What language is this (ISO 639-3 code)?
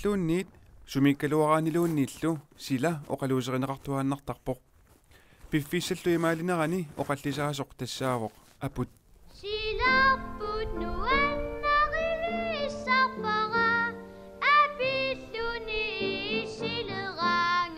kal